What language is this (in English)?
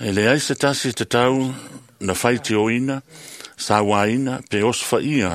Samoan